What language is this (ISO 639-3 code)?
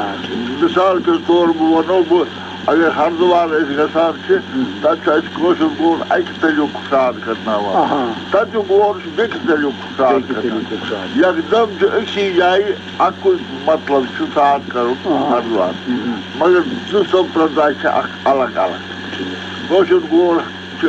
kas